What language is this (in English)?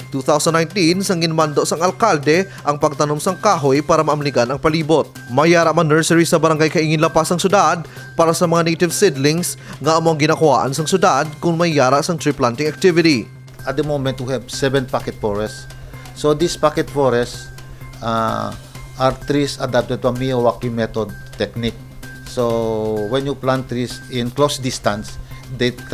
Hiligaynon